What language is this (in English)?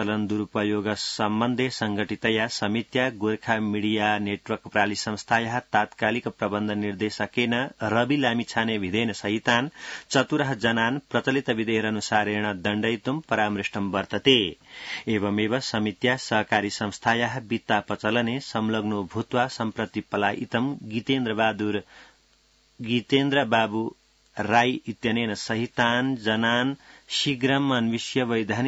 Sanskrit